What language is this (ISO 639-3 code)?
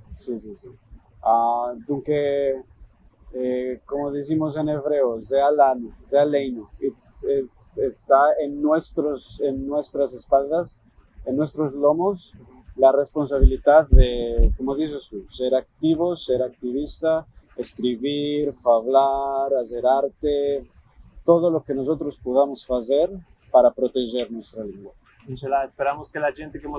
lad